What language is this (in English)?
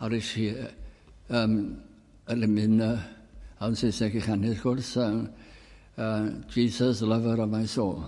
Welsh